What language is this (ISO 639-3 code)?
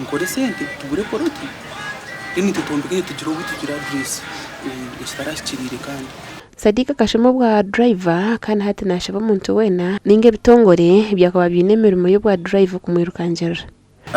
nyn